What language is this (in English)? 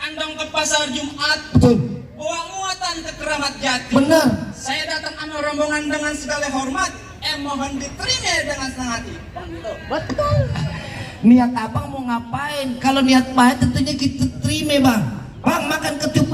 Betawi